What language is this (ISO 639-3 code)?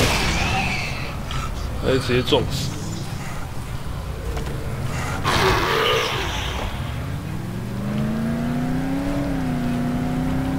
zho